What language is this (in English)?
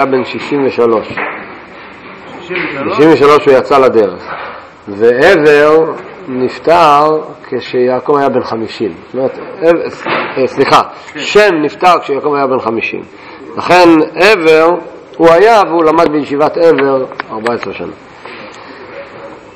Hebrew